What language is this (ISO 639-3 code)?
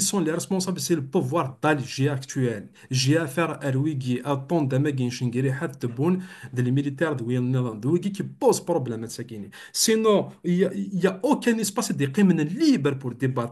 kab